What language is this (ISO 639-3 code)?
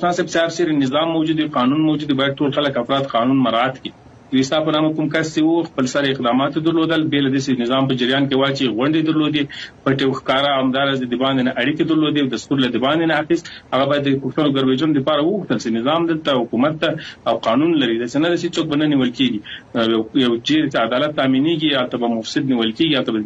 pus